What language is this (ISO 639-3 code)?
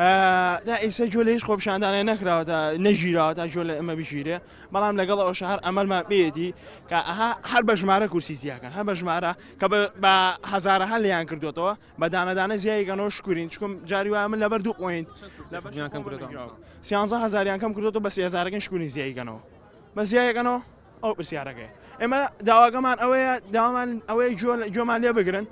ckb